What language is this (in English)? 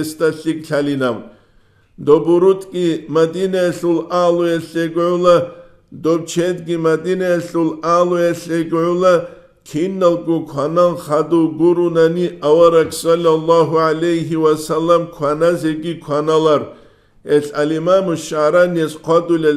Avaric